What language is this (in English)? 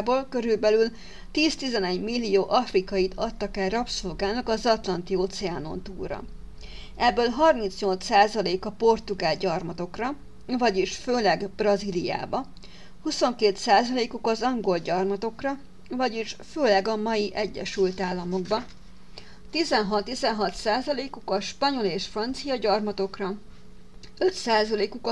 Hungarian